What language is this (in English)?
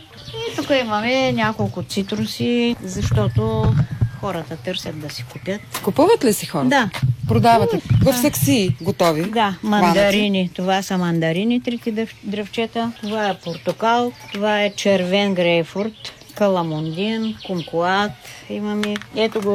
Bulgarian